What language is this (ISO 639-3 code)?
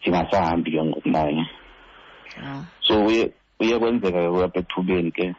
xho